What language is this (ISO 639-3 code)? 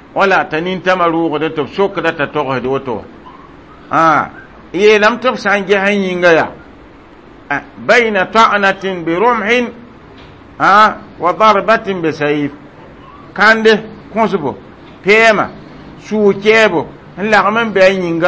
mos